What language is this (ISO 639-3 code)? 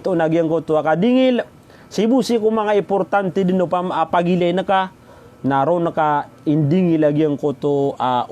mrw